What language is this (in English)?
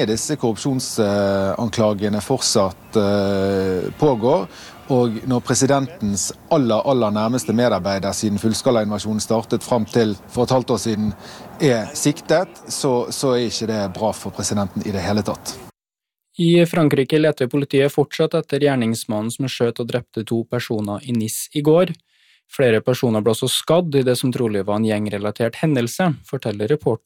Norwegian